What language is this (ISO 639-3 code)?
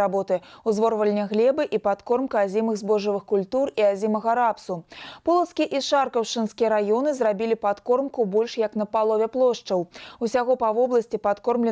bel